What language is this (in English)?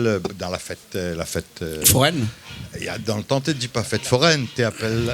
Réunion Creole French